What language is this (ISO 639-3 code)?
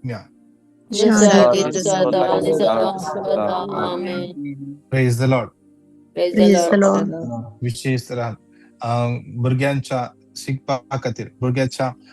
kok